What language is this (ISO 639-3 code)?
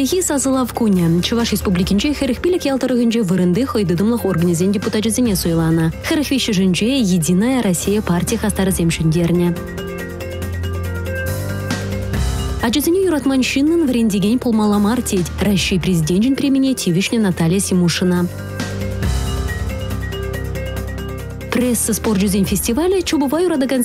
chv